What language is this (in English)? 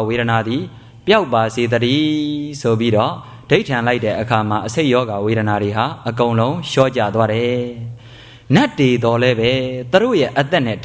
Burmese